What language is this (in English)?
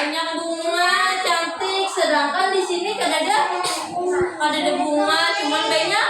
Banjar